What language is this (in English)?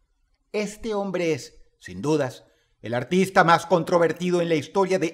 Spanish